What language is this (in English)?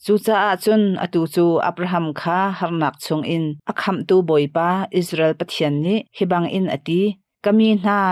Hakha Chin